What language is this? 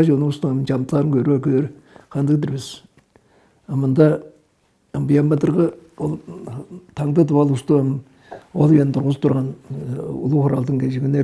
Tuvinian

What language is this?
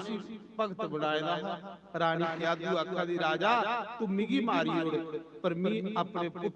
Dogri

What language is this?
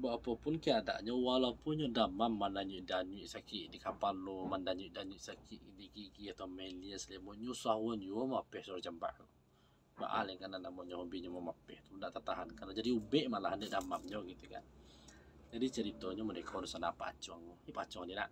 Minangkabau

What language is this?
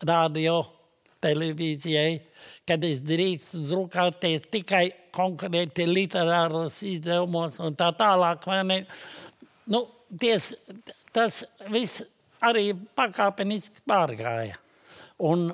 Latvian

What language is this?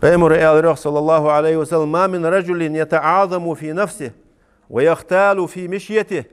Ingush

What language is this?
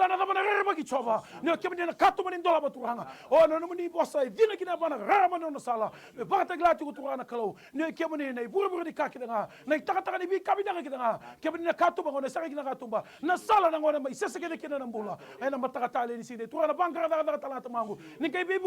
Fijian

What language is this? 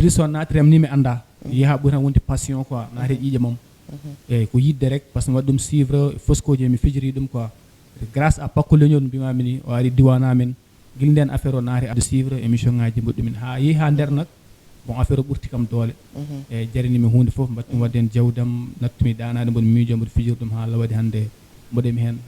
Fula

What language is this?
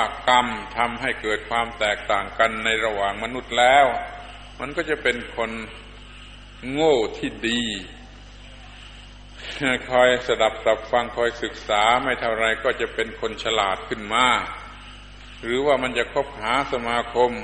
Thai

